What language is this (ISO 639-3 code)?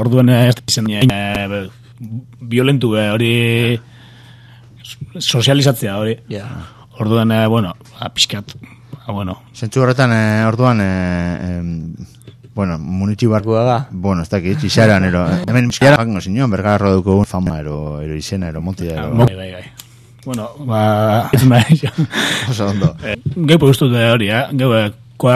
eus